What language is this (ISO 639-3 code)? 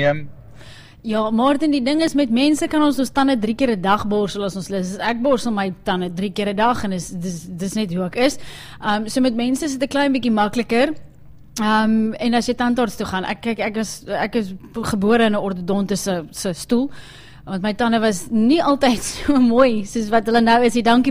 afr